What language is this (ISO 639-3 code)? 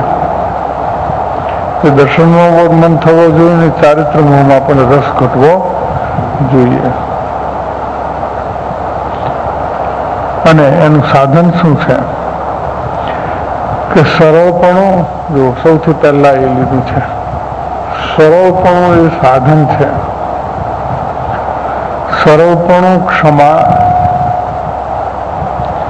guj